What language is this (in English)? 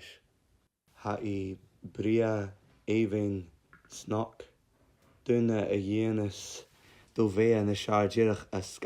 Scottish Gaelic